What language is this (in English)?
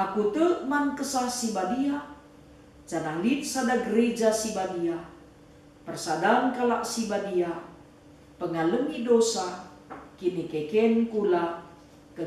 Batak Karo